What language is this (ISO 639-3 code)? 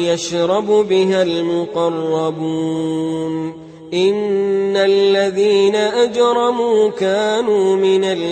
ara